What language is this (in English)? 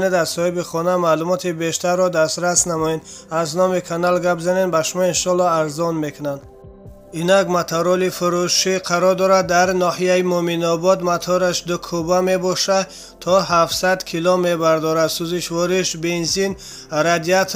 Tajik